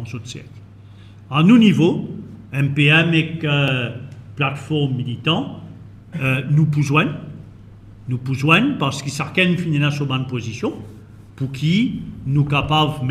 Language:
Morisyen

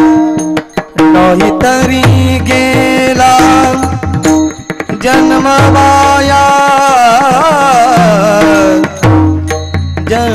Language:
Marathi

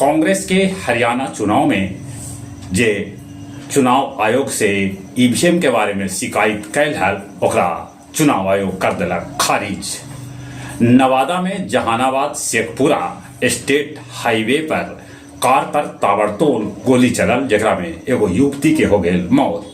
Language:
Magahi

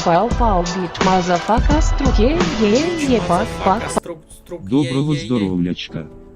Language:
Rusyn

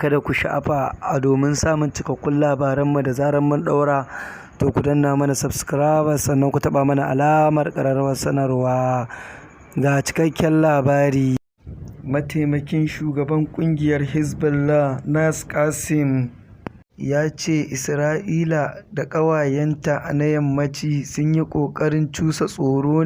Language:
Hausa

